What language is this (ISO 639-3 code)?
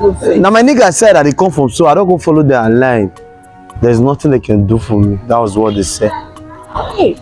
pcm